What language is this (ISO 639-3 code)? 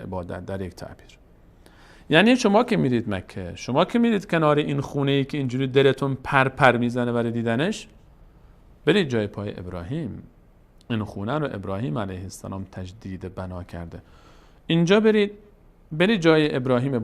fas